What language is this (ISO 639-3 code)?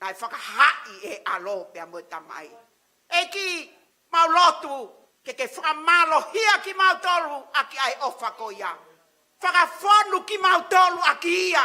ton